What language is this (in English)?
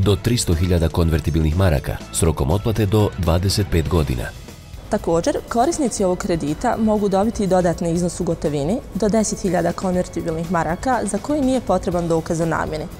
Bosnian